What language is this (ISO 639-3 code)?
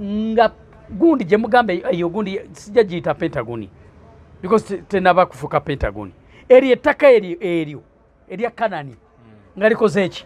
lug